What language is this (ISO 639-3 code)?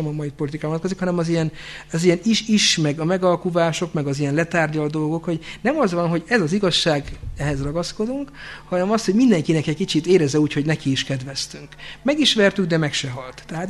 hun